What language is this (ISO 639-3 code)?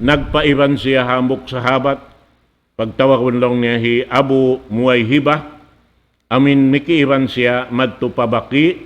tsg